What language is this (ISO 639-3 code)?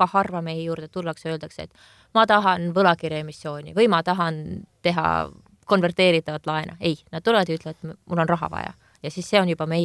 est